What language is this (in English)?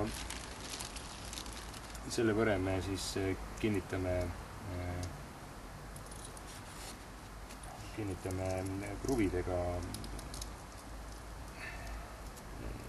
Estonian